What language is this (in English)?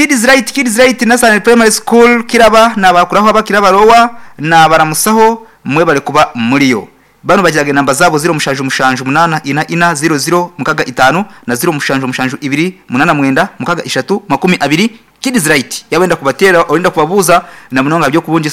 Nyankole